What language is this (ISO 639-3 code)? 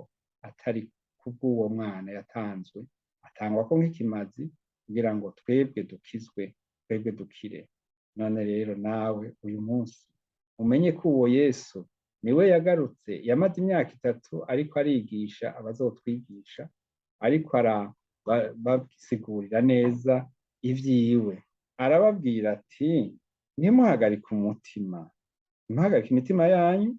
run